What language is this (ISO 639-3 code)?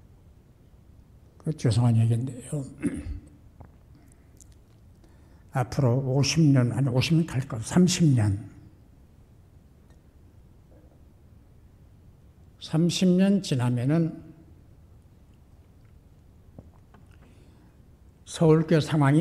kor